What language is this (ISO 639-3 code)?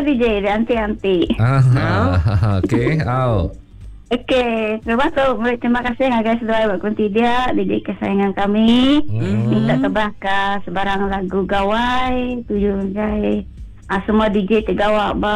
iba